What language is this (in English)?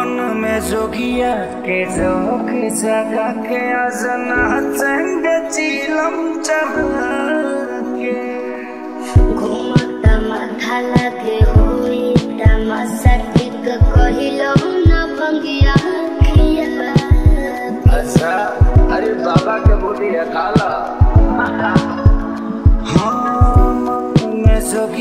Bhojpuri